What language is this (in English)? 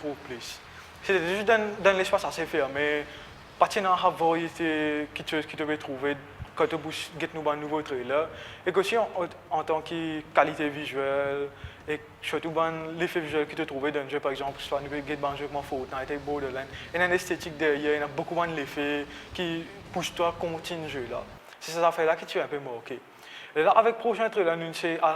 Morisyen